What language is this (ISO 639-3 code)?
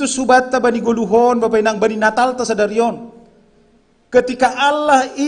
bts